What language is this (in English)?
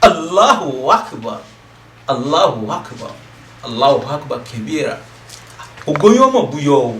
Yoruba